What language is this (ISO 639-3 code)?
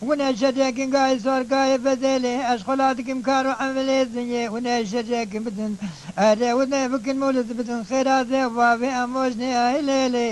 kur